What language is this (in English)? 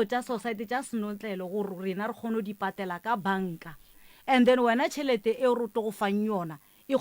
Northern Sotho